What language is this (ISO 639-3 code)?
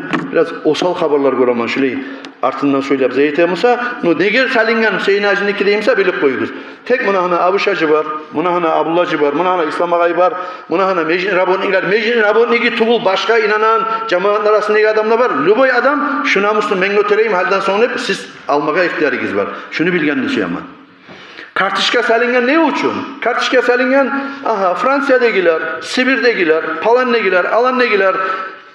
kum